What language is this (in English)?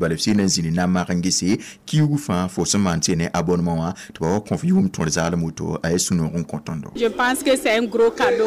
Mossi